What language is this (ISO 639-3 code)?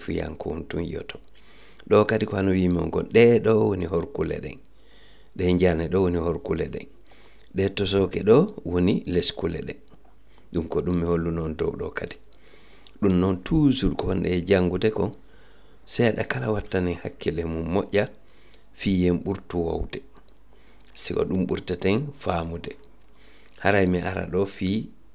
ful